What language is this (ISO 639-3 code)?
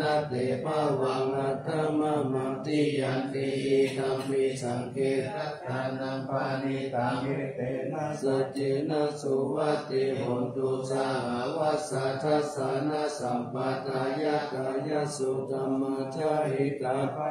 pli